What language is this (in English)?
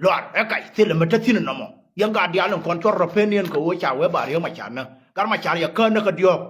Nuer